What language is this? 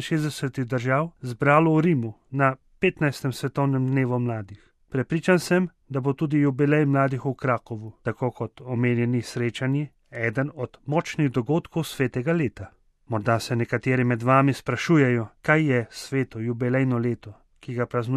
Slovenian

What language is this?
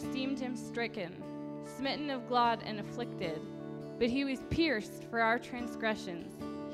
English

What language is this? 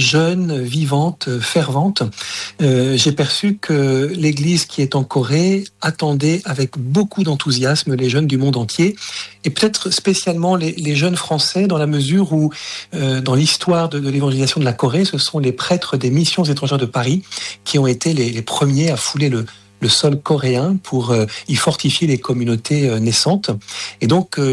French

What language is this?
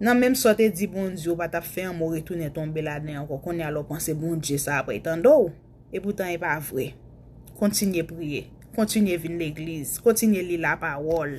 Haitian Creole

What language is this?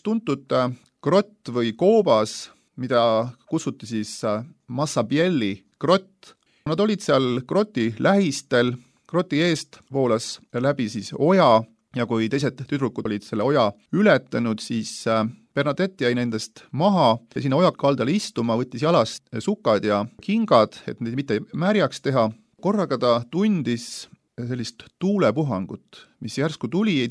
Estonian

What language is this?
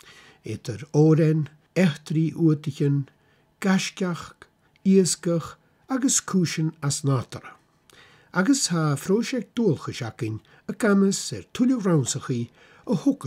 Scottish Gaelic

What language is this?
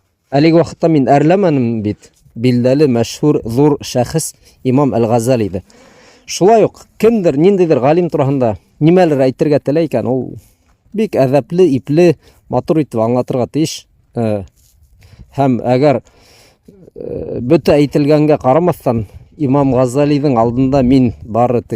Bashkir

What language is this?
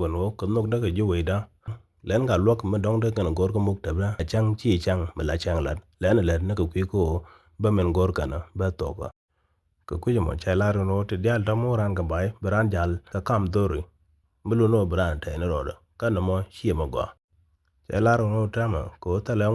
Nuer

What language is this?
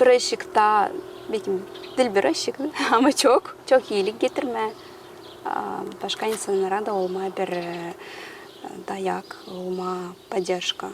Gagauz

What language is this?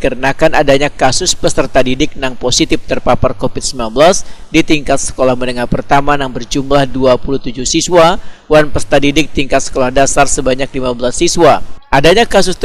Banjar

